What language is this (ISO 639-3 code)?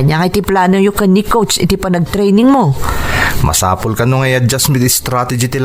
ilo